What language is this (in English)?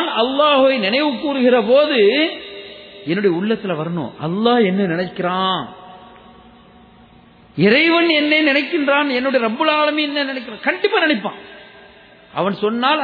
Tamil